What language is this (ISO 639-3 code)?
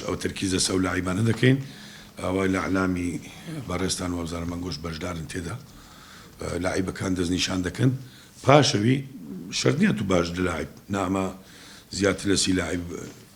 ckb